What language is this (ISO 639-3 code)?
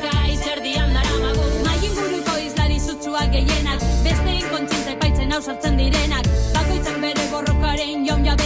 eus